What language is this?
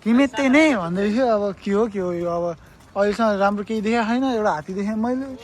Nepali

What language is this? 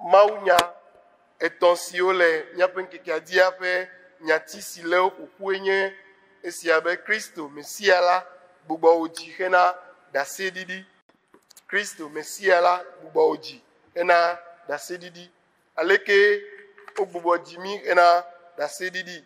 Ewe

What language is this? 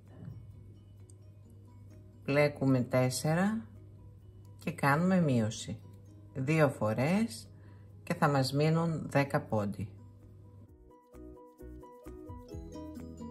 Greek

